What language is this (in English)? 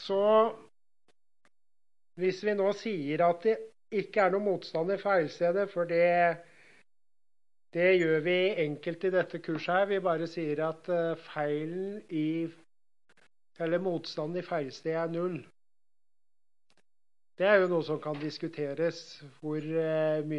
Norwegian